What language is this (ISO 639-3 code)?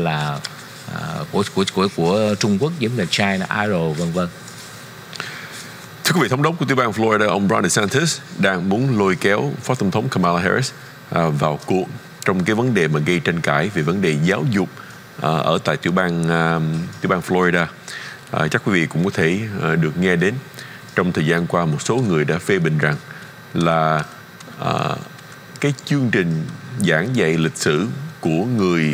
vie